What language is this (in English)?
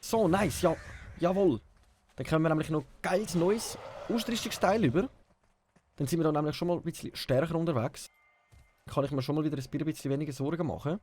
Swiss German